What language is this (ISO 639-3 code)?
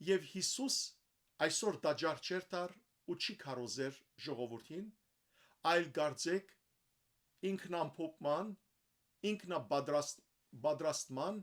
hyw